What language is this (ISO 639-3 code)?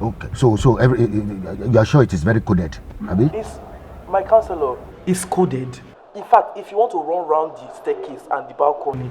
pcm